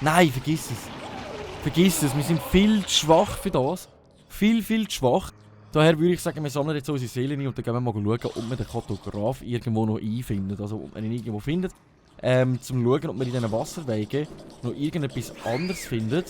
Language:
Swiss German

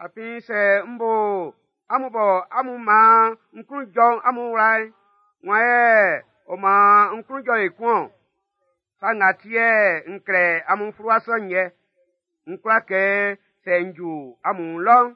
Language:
Baoulé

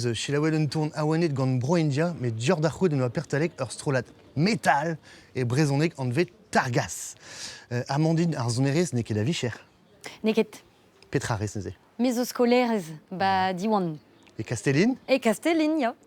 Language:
Breton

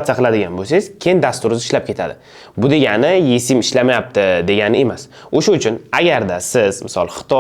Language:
Uzbek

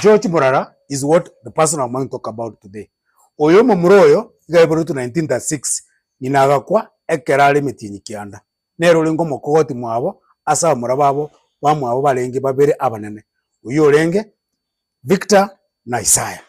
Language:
Gusii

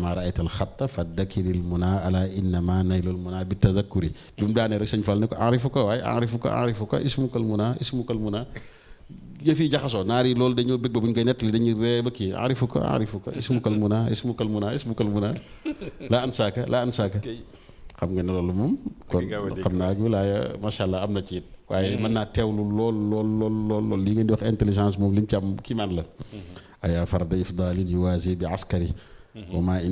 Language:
Wolof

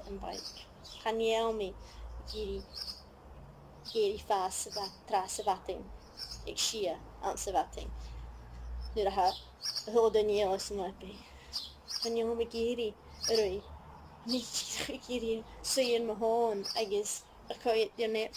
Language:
Scottish Gaelic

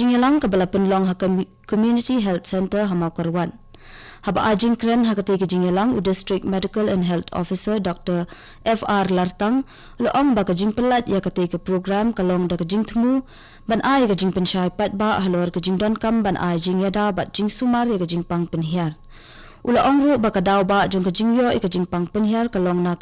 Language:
Khasi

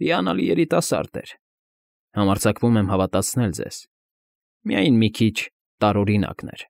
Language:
Armenian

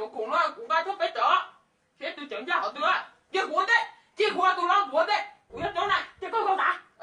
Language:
Hmong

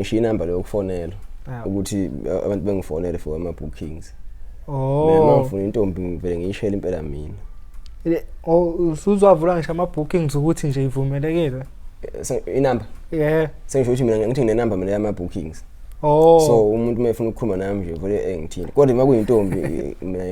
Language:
Zulu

